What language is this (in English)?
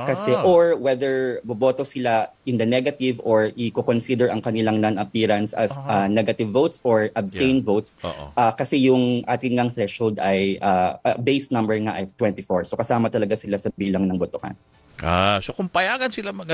Filipino